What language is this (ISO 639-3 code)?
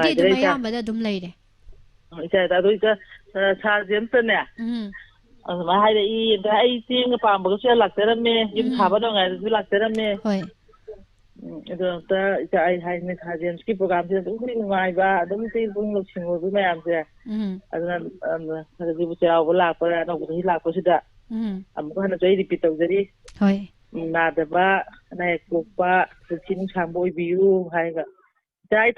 mni